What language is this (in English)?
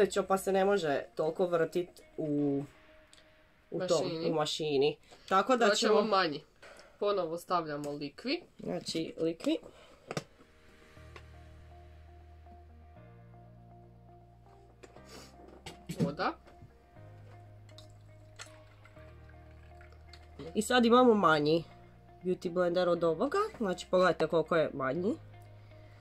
Croatian